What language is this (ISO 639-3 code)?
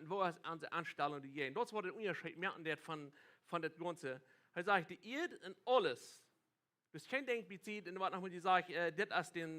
pdt